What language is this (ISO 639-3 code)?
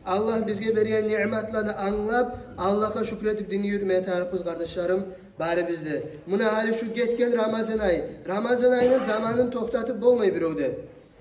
kum